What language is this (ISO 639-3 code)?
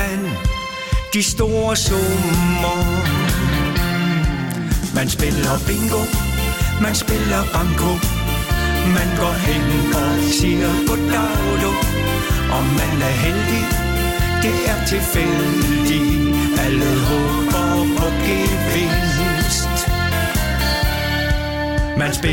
dan